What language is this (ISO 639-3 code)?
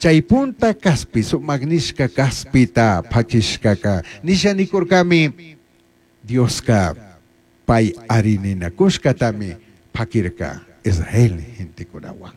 qug